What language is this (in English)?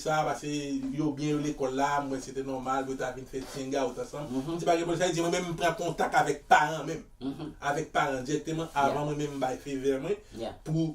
Haitian Creole